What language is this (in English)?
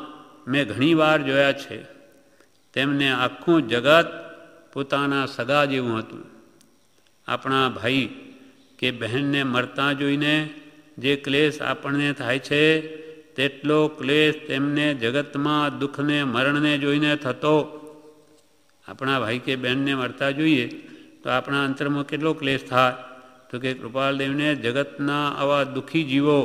Gujarati